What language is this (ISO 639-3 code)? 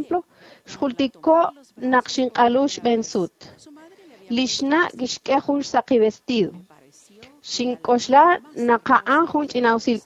kek